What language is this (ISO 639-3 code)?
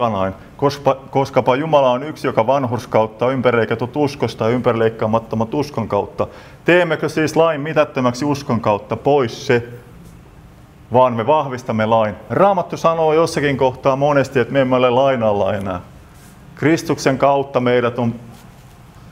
fin